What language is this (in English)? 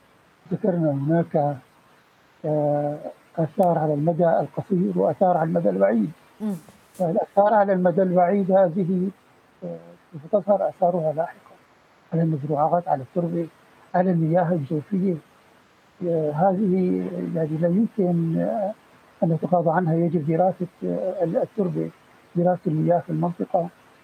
Arabic